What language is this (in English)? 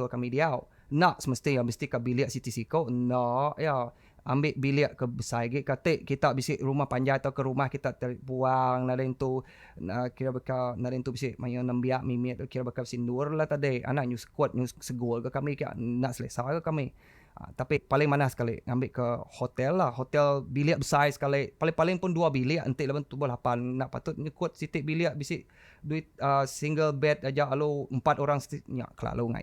Iban